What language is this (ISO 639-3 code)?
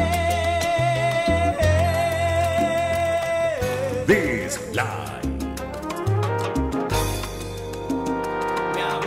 spa